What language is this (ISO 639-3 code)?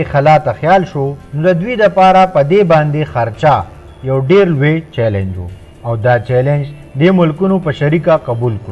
pus